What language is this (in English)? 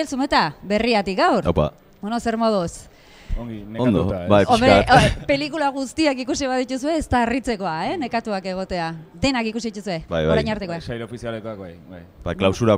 Basque